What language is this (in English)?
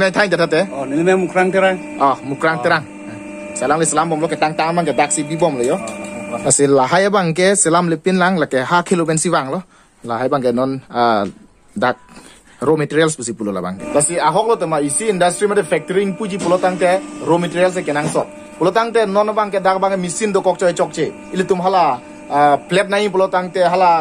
Karbi